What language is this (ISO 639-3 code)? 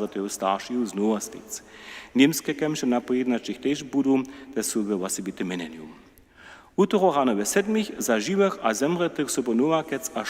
hsb